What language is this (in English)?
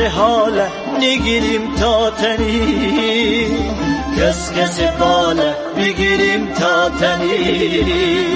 Persian